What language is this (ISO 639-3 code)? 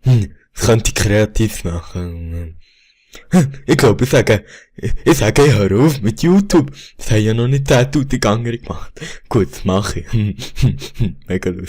gsw